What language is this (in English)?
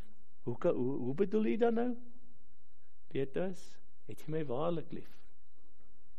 Afrikaans